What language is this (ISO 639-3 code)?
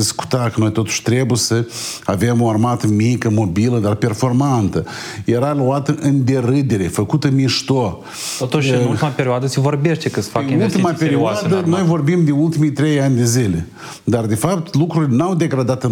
ron